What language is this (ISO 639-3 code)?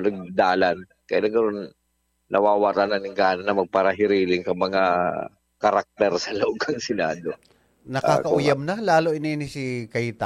bik